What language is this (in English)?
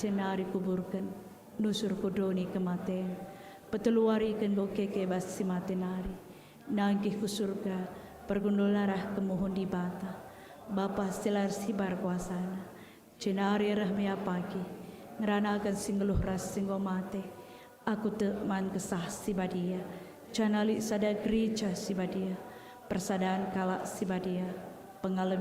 Batak Karo